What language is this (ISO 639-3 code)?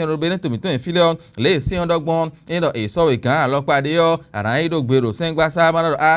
fon